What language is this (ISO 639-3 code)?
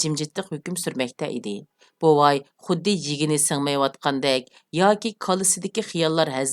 uig